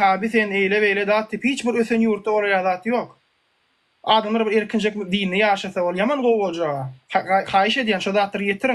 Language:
Turkmen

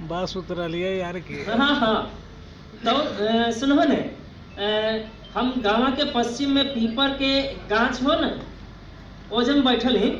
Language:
Magahi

